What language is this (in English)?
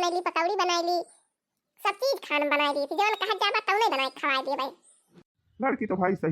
Awadhi